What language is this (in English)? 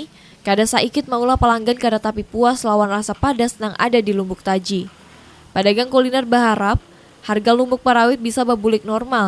Banjar